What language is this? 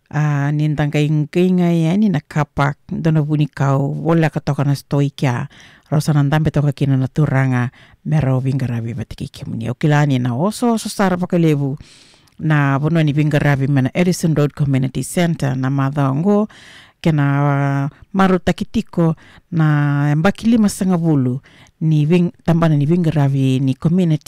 Fijian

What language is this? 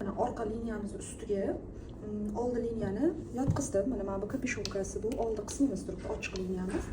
Uzbek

